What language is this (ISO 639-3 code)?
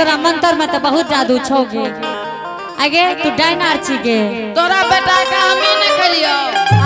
anp